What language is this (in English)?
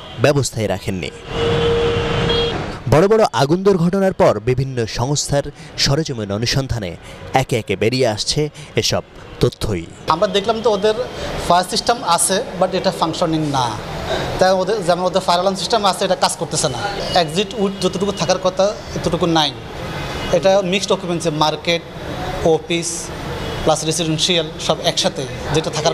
Bangla